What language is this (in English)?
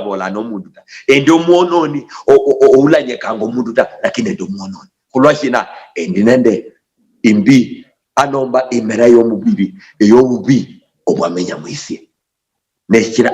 Luyia